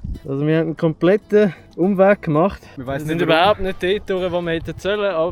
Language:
Swiss German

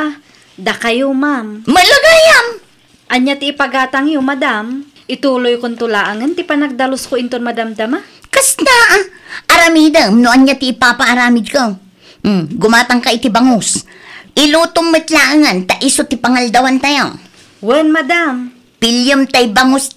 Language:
Iloko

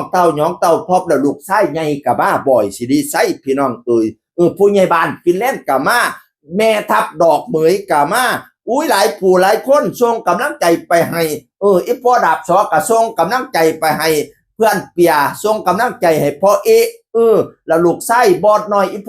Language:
Northeastern Thai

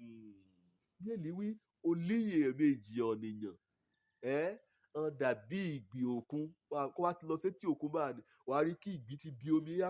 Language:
Yoruba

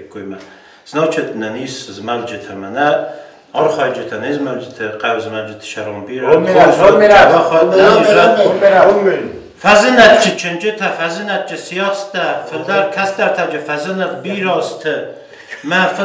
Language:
Ossetic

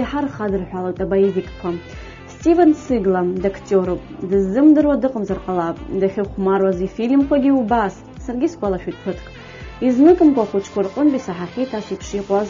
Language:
Abkhazian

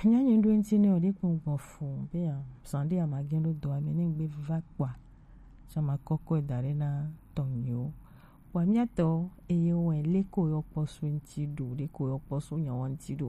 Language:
Gen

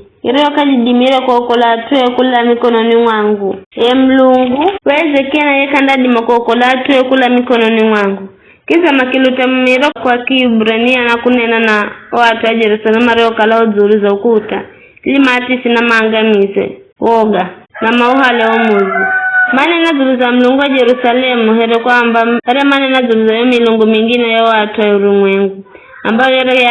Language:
Giryama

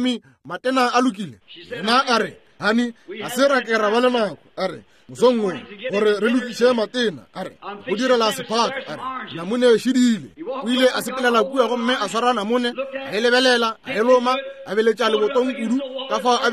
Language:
Northern Sotho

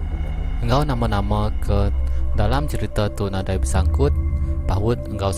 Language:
Iban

